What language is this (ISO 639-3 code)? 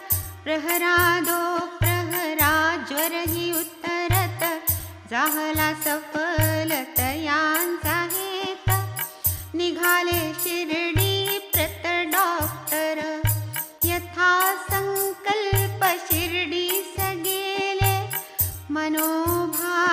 mar